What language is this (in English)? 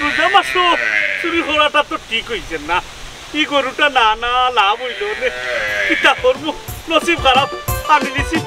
Sylheti